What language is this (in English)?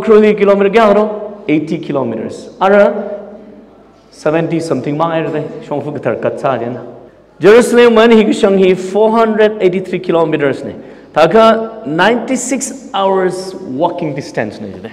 Tangkhul Naga (India)